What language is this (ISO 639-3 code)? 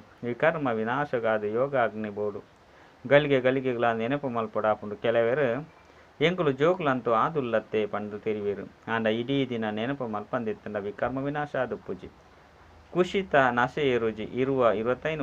tcy